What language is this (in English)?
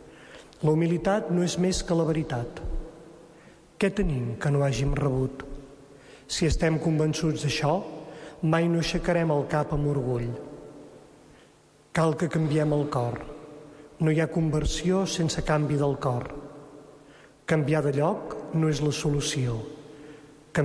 Catalan